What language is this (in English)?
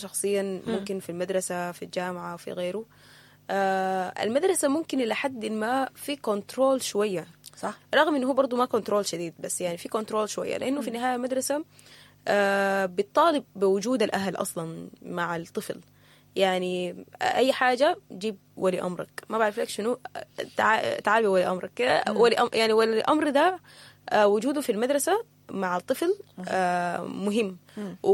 Sudanese Arabic